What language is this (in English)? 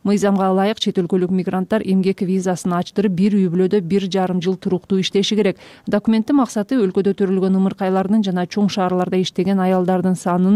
Kyrgyz